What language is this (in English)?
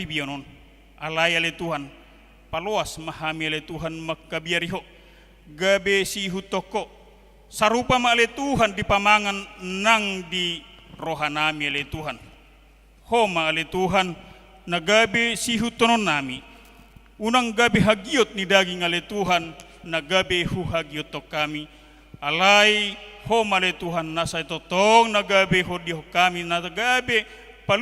Batak Toba